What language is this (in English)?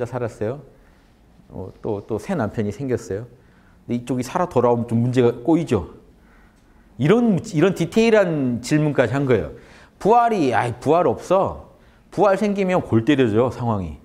Korean